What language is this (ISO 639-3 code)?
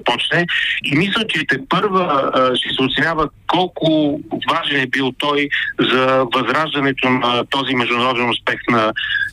bul